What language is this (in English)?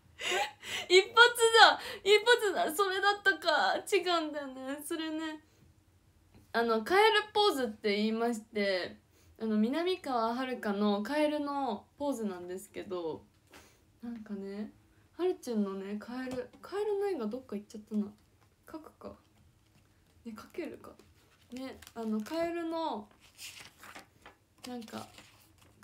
Japanese